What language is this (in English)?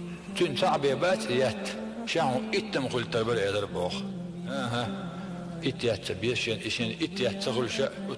Chechen